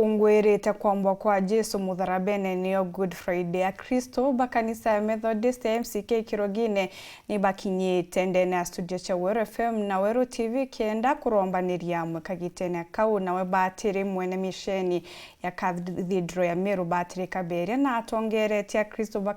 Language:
Meru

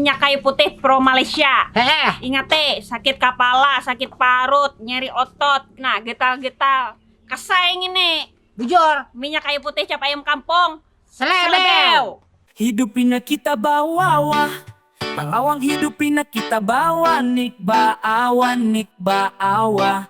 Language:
Banjar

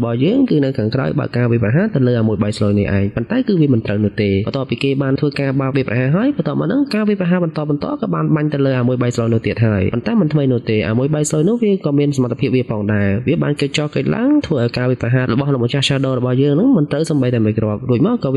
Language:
Khmer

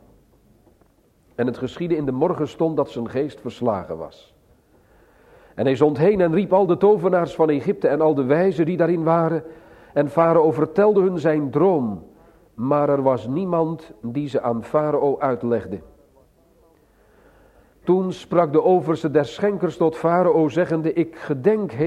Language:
Dutch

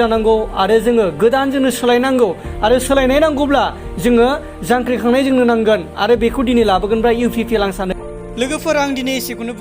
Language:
Bodo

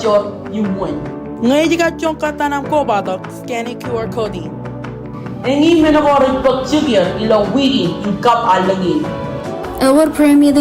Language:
Marshallese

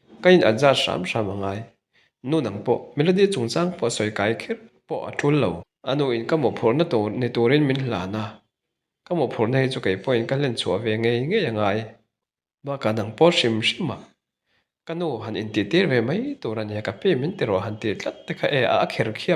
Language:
Mizo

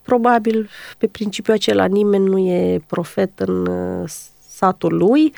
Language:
Romanian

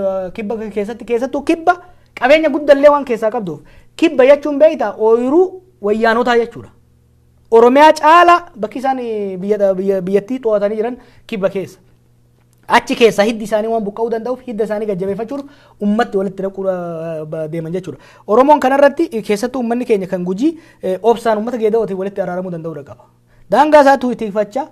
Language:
Oromo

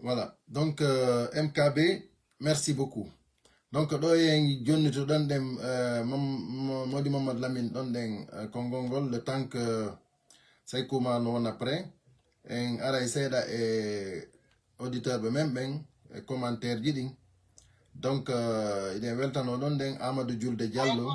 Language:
Fula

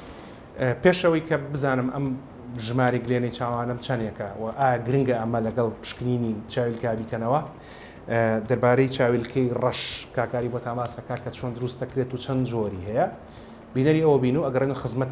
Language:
Central Kurdish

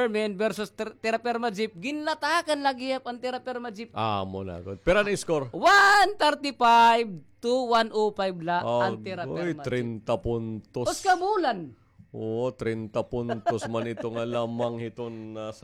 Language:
Waray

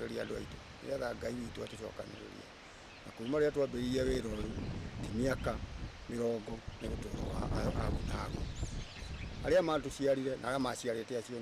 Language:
Kikuyu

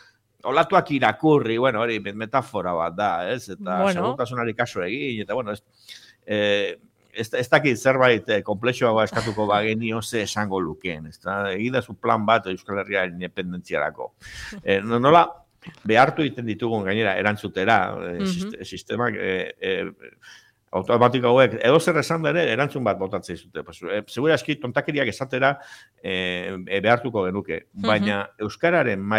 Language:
Basque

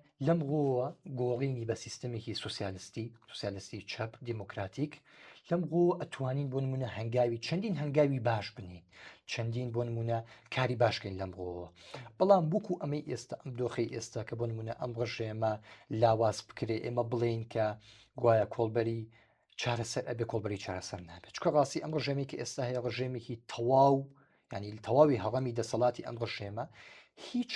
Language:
Central Kurdish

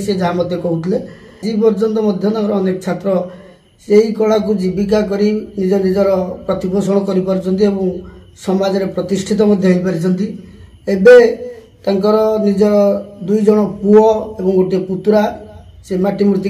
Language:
Odia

